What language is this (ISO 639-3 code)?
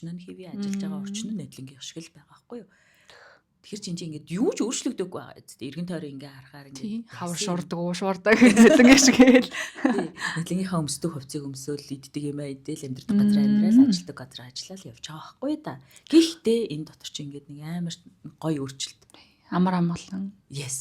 mon